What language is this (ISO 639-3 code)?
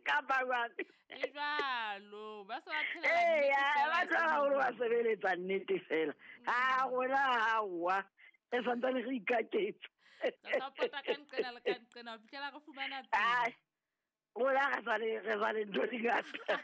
sot